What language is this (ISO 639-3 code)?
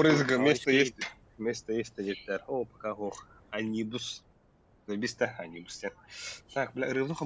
sah